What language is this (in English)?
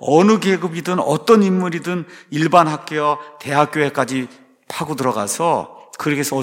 Korean